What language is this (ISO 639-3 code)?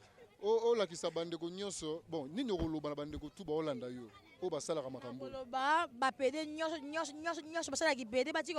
lin